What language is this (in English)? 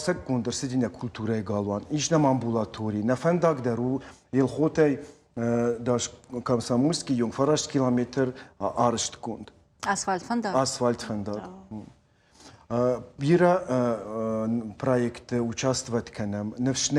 Ossetic